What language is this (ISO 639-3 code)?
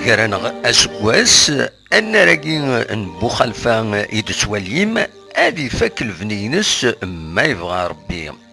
kab